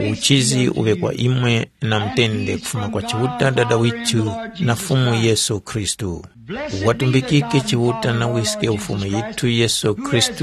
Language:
Tumbuka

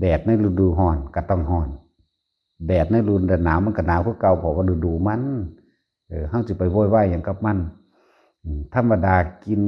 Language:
Lao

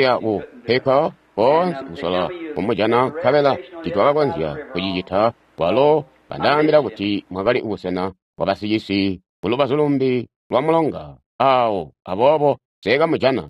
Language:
Tonga (Zambia)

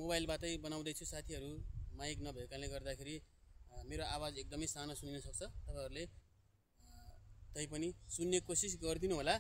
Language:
Nepali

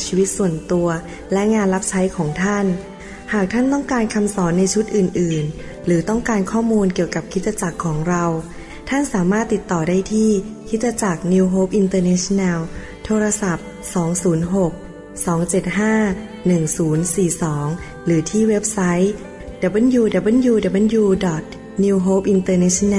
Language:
Thai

